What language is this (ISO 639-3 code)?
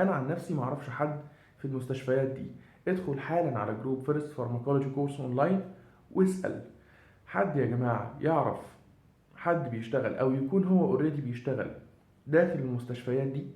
arz